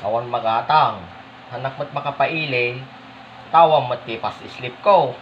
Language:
Iloko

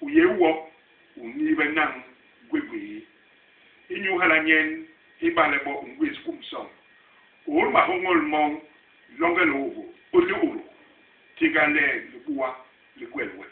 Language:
Basaa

